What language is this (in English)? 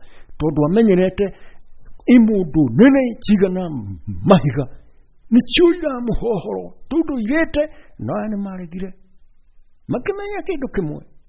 Kikuyu